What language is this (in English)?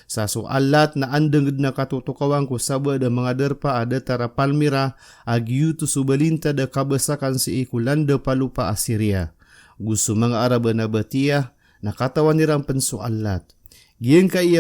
Maranao